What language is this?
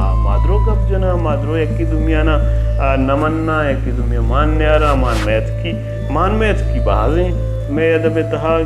Baluchi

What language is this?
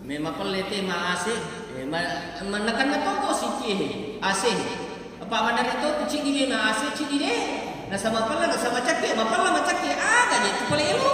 Buginese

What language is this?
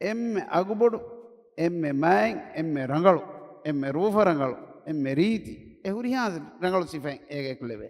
Divehi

